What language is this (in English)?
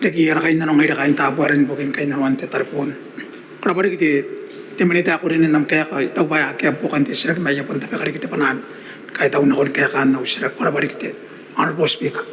Gilbertese